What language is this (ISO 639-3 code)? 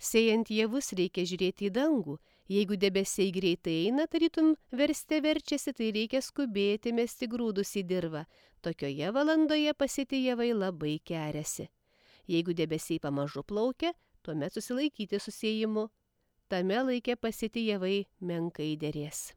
lit